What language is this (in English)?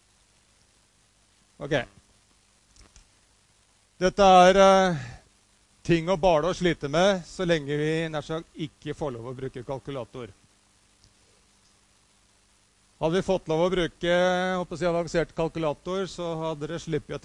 Norwegian